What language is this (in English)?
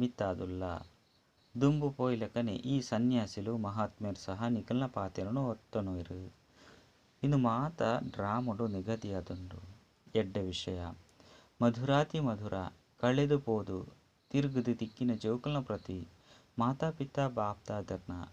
Tulu